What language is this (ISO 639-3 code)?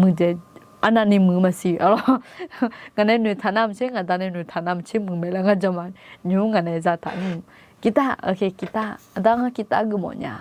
ahk